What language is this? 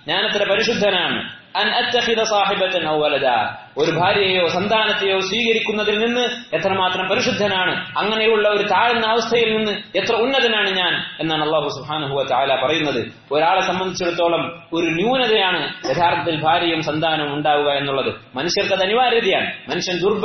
Malayalam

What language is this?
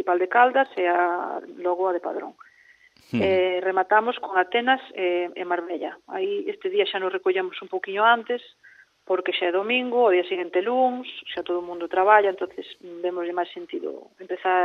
Galician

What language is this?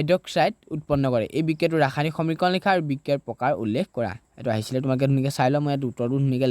Assamese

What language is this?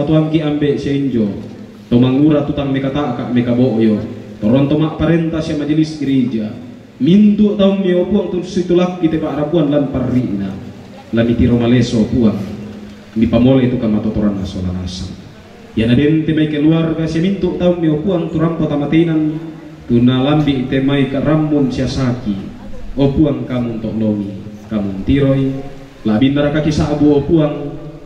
Toraja-Sa'dan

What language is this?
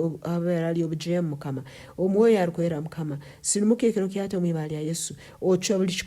Nyankole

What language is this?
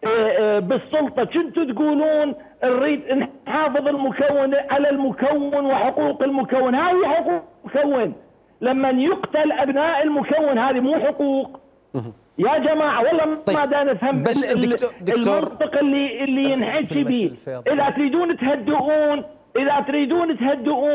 Mesopotamian Arabic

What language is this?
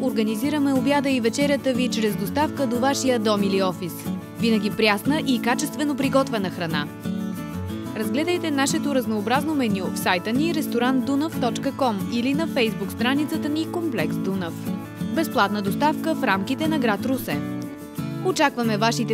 Bulgarian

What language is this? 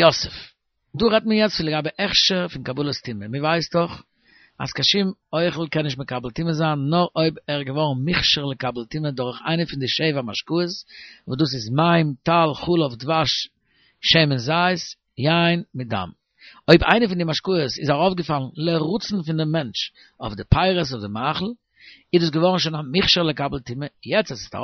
Yiddish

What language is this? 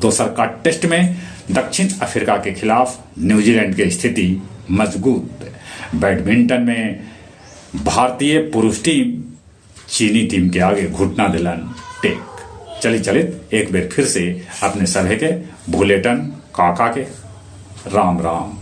Magahi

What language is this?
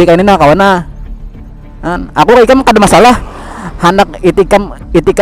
Banjar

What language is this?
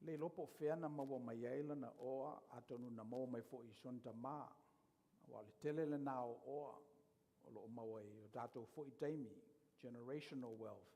Samoan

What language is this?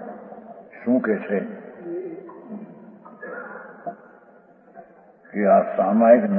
Gujarati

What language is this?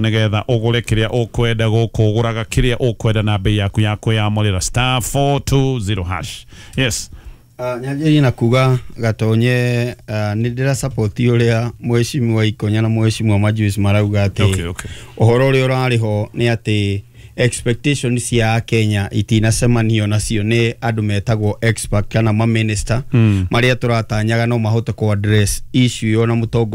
Kikuyu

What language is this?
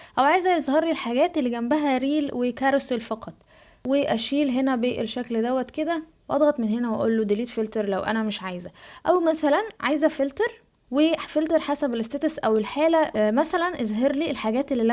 Egyptian Arabic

